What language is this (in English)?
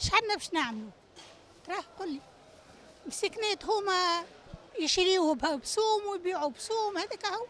Tunisian Arabic